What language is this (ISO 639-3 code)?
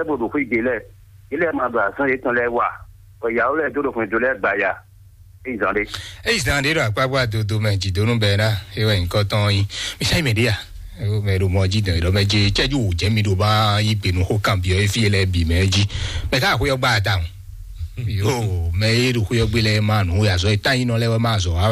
fon